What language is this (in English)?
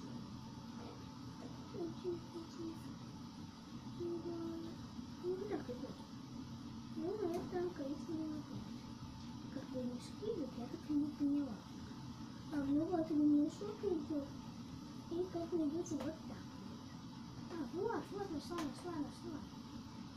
Russian